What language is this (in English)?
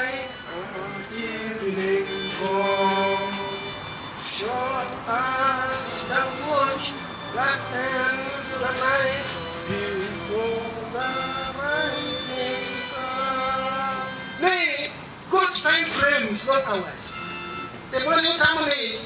Acoli